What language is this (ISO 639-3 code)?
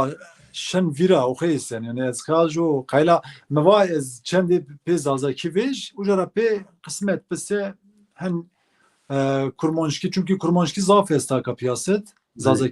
zza